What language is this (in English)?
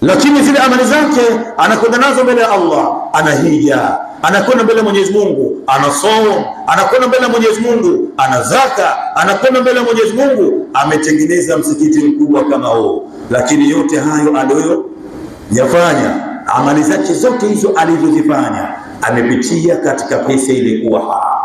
Swahili